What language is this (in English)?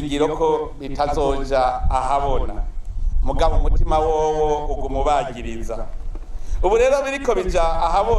Rundi